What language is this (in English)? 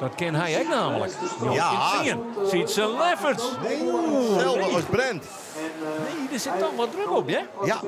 Western Frisian